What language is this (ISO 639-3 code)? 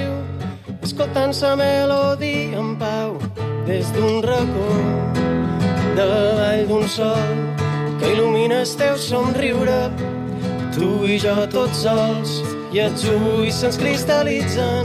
cat